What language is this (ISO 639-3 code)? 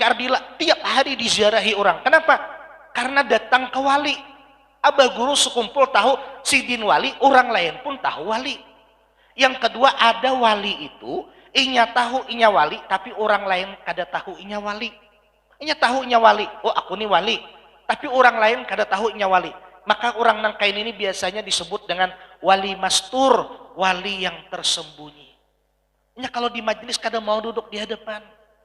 bjn